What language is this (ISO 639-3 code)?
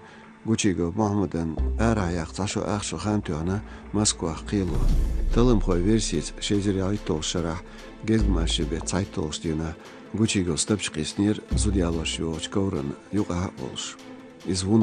che